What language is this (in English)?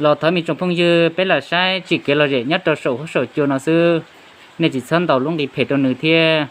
Hmong